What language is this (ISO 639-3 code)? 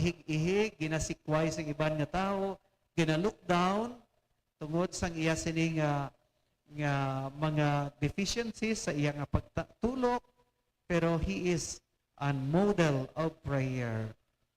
hil